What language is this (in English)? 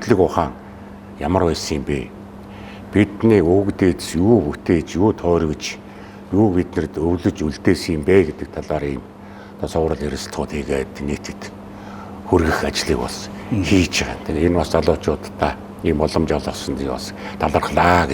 Mongolian